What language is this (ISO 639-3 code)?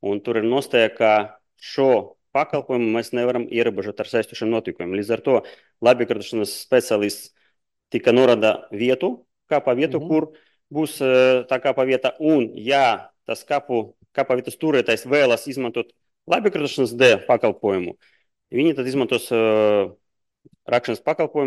lav